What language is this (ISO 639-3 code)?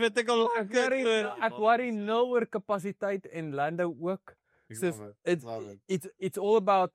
afr